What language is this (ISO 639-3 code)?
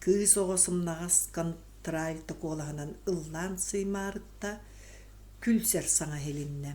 sah